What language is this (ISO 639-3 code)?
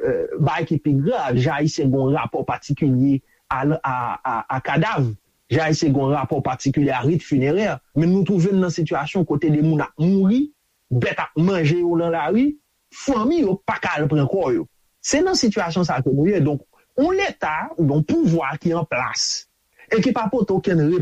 hat